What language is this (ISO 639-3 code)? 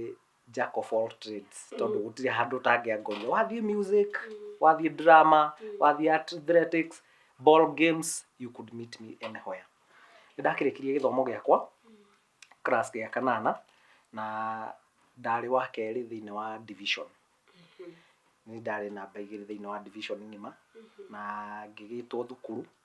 kik